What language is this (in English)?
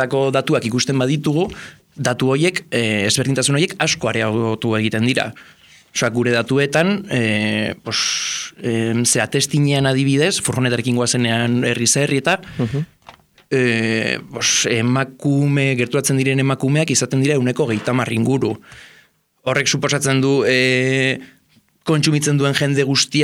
Basque